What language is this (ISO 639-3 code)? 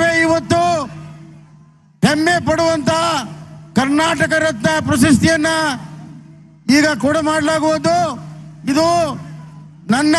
kan